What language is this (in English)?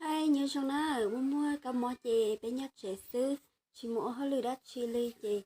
Hmong